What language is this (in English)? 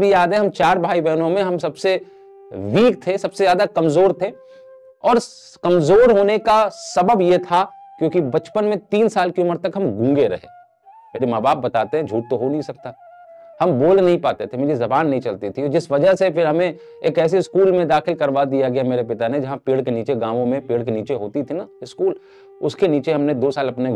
Hindi